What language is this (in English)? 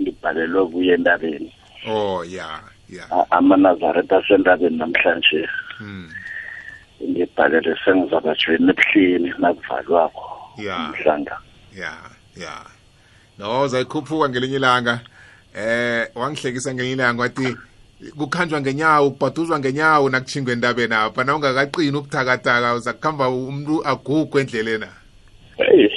South Ndebele